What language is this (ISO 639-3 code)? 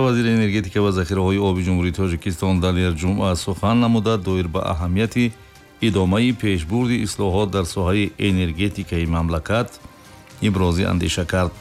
tgk